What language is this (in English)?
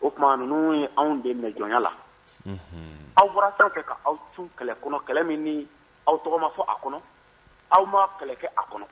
Bambara